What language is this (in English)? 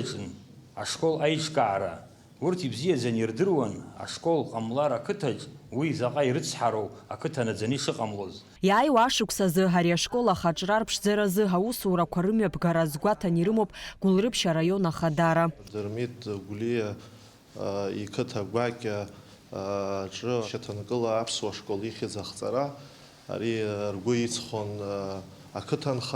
Abkhazian